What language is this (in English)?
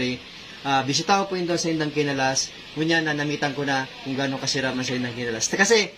Bikol